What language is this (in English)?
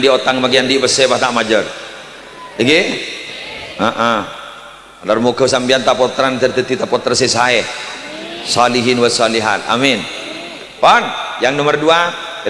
Madurese